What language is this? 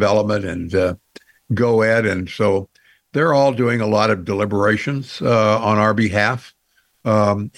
English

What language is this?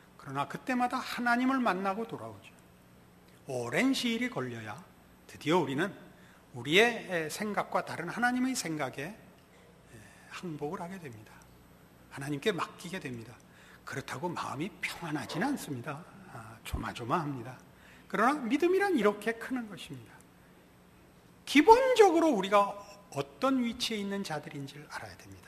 Korean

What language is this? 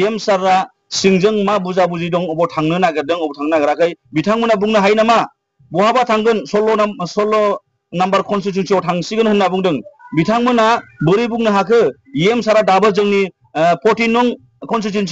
Bodo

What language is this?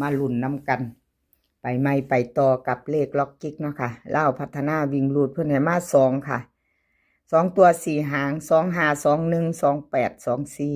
Lao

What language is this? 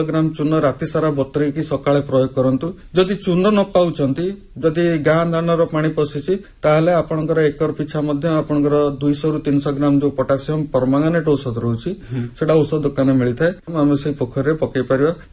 Odia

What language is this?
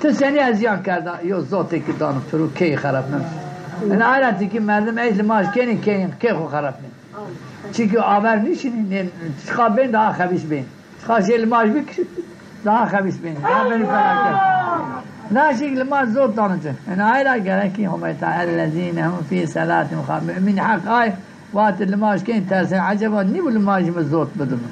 Zaza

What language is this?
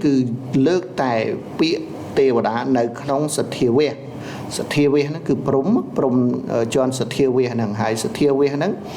Khmer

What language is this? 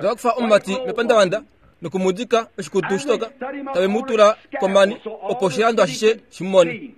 Kuanyama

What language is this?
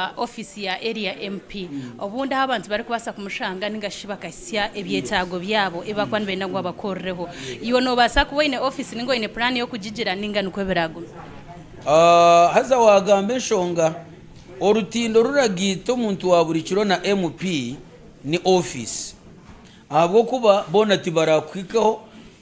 Nyankole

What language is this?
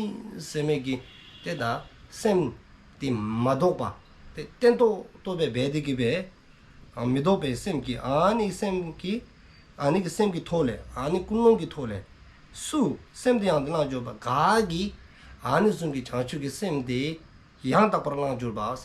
Dzongkha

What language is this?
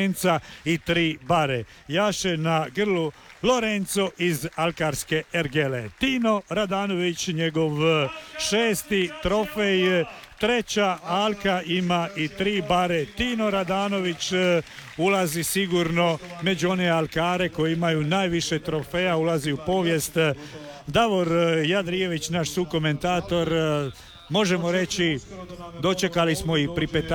Croatian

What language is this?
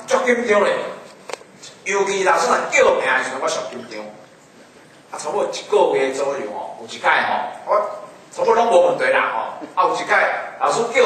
Min Nan Chinese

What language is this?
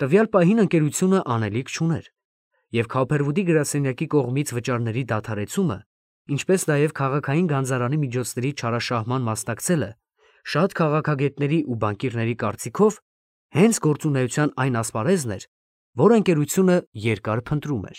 Armenian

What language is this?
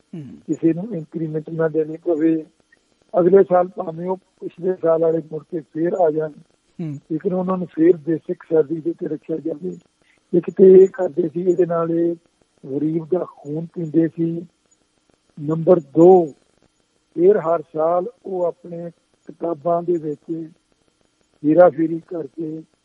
Punjabi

